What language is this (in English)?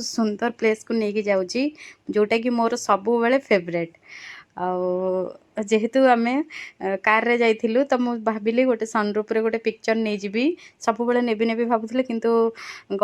Odia